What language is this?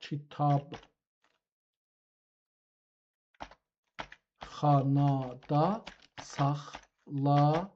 South Azerbaijani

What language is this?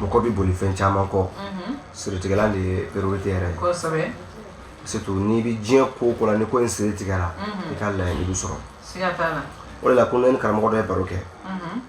Bambara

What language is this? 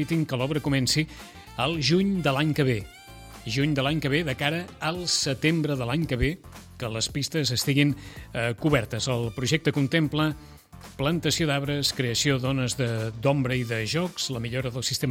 Catalan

